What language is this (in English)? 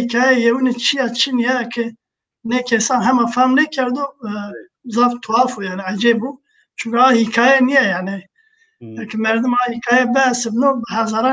Zaza